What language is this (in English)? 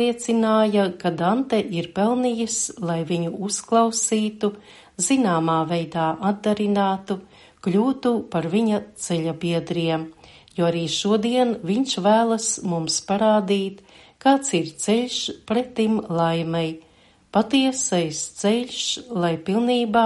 Latvian